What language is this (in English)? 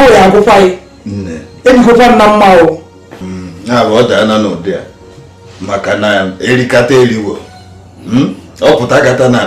Igbo